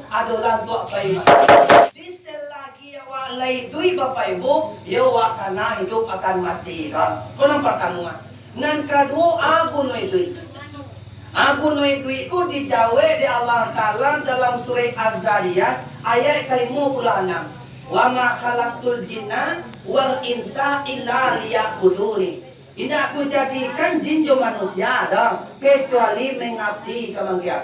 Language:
Minangkabau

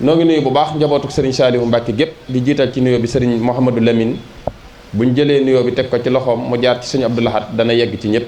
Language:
Wolof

